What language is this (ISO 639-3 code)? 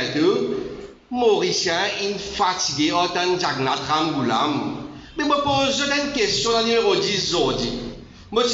mfe